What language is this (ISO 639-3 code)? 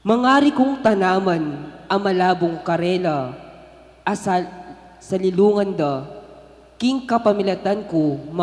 pam